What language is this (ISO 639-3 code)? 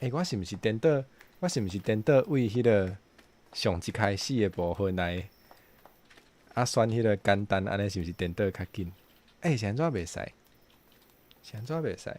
nan